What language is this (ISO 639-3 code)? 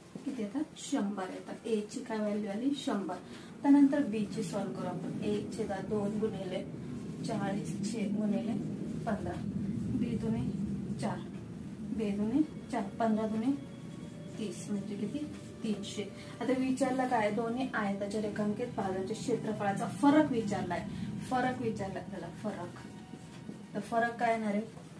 mar